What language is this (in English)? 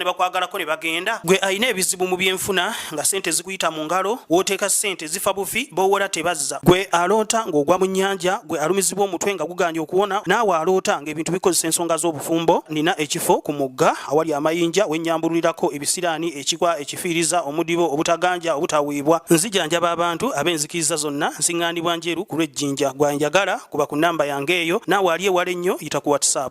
Ganda